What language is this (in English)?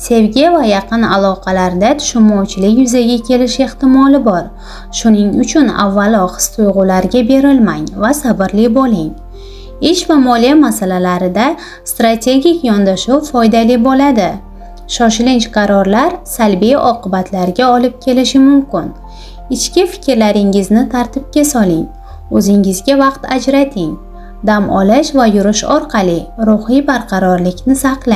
Uzbek